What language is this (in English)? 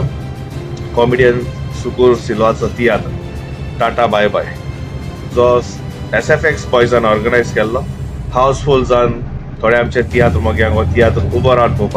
Konkani